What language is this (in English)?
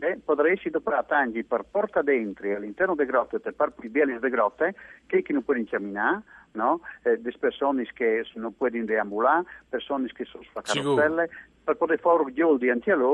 Friulian